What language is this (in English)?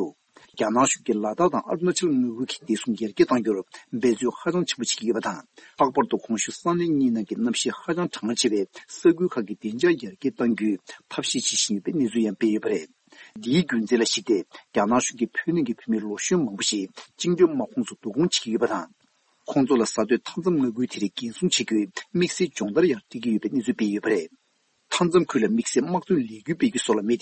Tibetan